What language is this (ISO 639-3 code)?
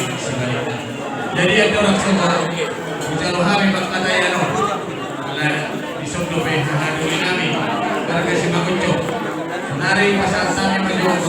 bbc